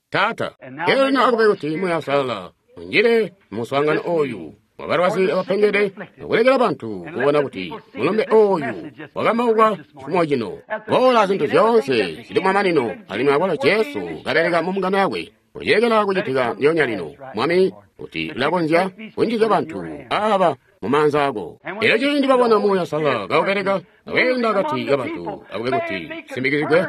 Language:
Tonga (Zambia)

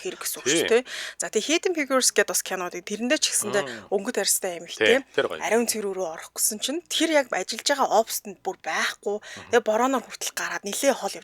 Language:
Mongolian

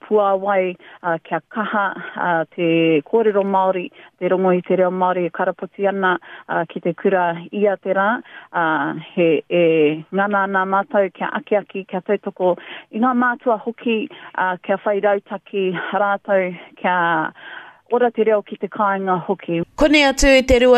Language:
Māori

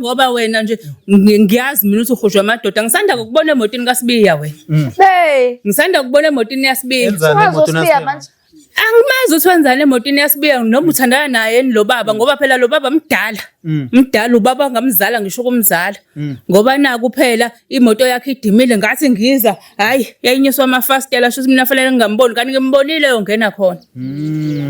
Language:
Zulu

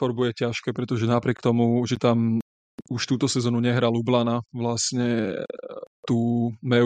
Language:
Slovak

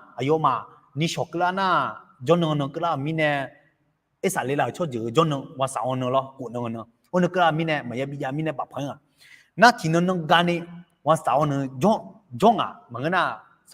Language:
Akha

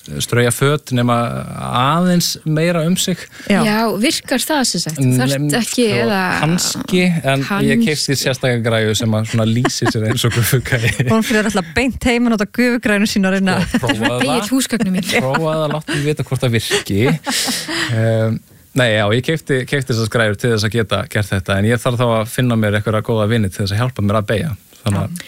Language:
Icelandic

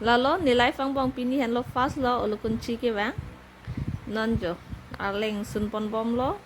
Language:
Karbi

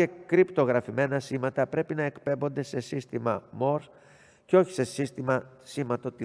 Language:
Greek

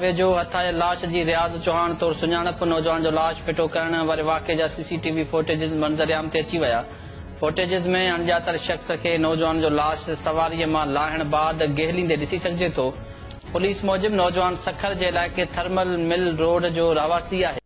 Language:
Sindhi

